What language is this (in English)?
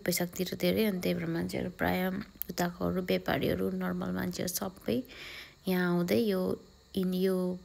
Nepali